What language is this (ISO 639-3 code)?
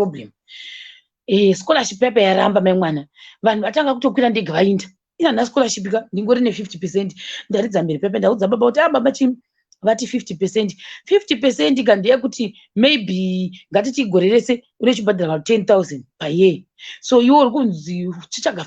sna